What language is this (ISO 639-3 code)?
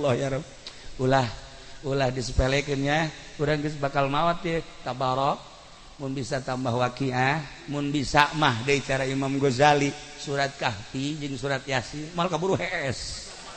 sun